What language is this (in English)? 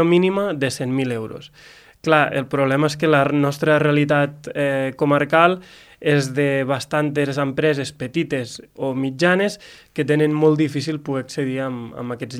Catalan